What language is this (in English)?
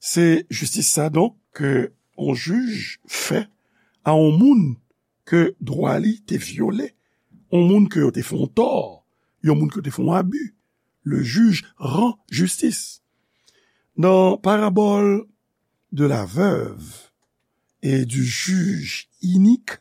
Haitian Creole